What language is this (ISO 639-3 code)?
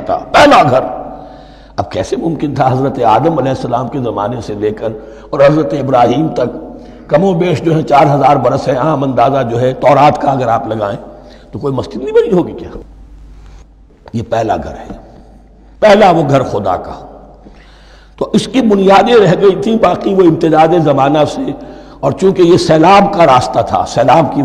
urd